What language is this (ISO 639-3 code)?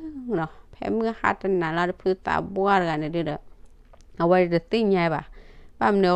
ksw